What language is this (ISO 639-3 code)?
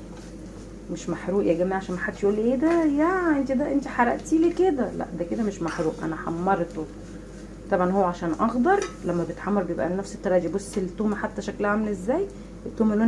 arz